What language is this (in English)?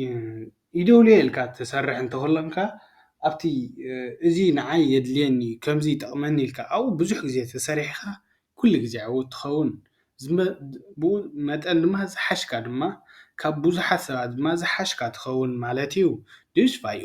Tigrinya